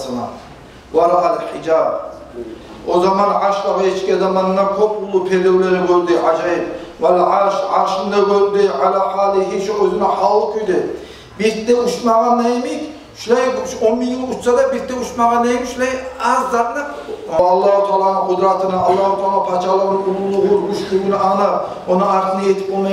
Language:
Kumyk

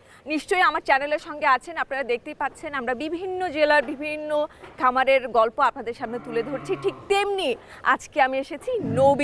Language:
Bangla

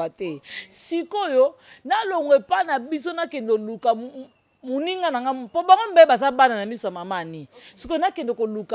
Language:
Lingala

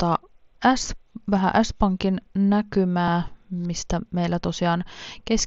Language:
Finnish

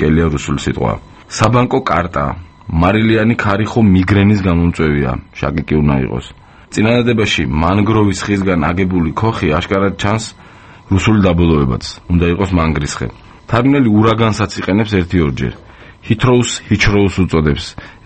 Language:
Georgian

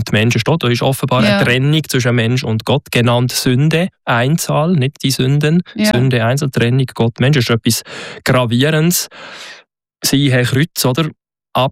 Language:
German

